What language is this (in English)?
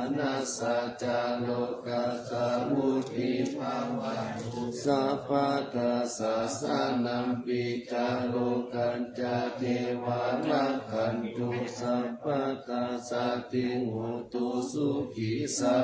Pali